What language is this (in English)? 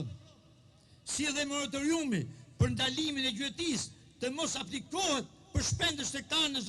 Albanian